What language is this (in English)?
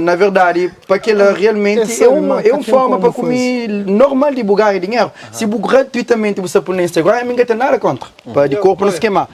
Kabuverdianu